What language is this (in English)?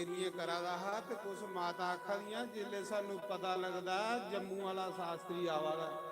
Dogri